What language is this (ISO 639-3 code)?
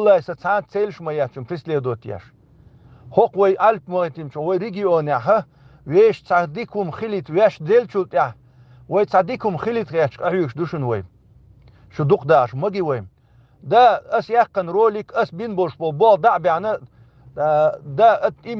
che